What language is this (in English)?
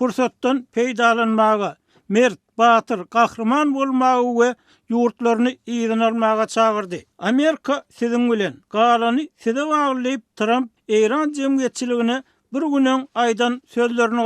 Turkmen